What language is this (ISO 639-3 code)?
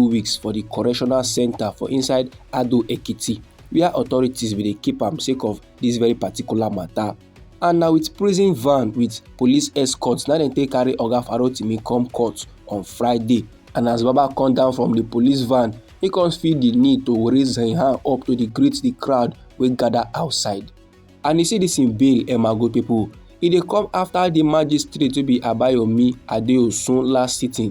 pcm